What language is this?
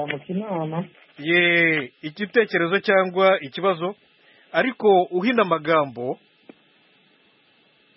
Kinyarwanda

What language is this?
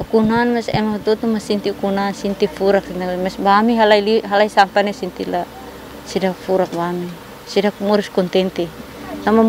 Tetum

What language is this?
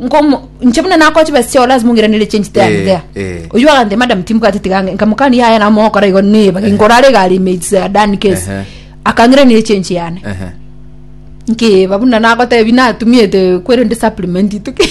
Gusii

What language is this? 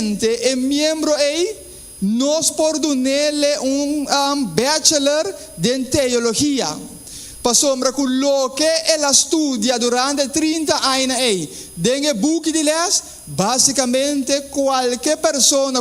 Papiamento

